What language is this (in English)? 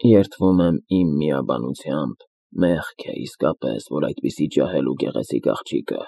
Armenian